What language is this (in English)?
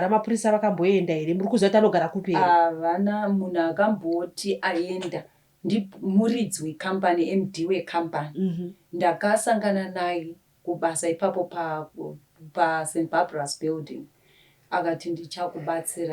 Shona